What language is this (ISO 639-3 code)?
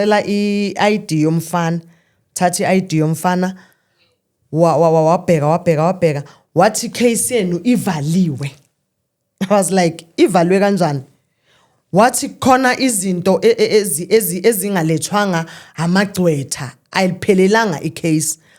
zul